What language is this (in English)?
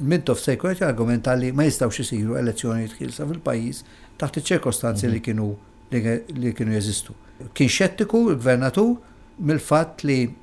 Maltese